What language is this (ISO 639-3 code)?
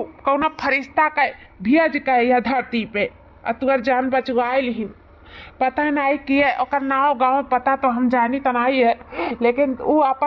awa